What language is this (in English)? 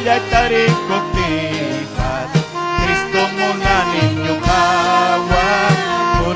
Ayacucho Quechua